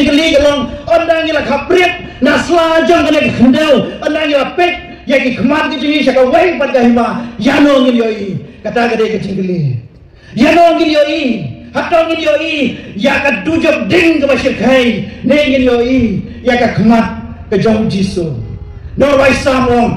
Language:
Khasi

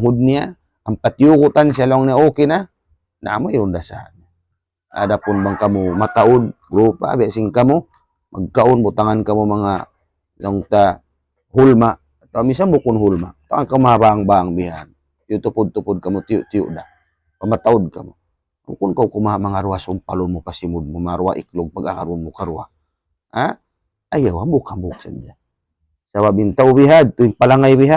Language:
Tausug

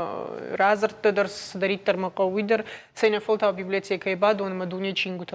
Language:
Ossetic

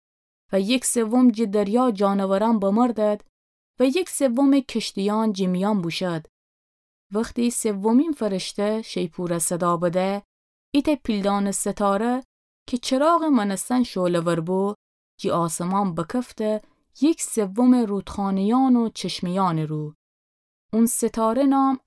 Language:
Gilaki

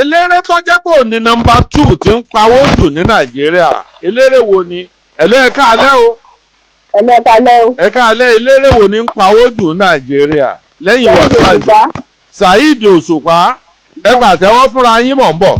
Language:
Yoruba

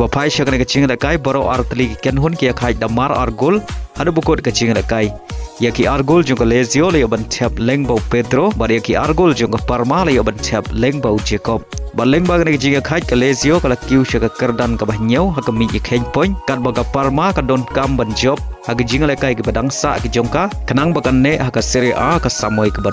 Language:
Khasi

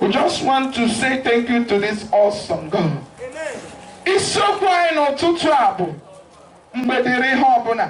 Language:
Igbo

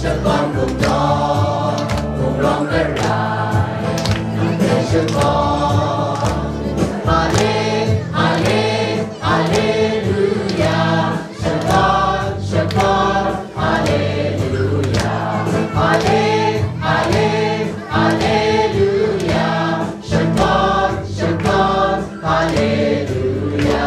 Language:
Kachin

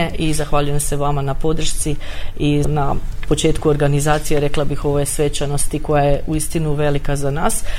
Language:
Croatian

